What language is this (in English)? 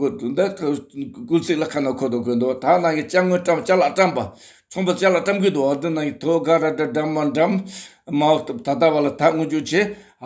Tibetan